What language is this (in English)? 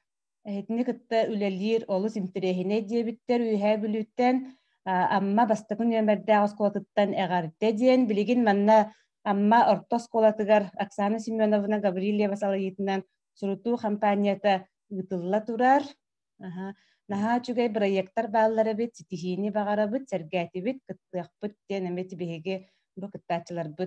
Yakut